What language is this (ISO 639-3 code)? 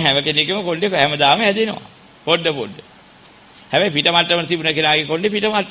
sin